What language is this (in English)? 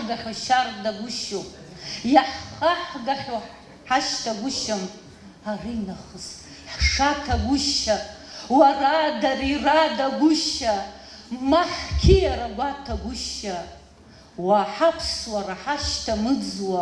Abkhazian